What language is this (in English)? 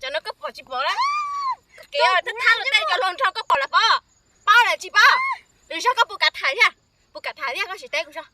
Hmong